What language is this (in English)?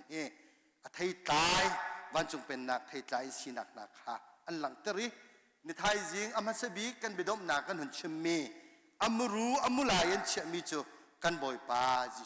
Hakha Chin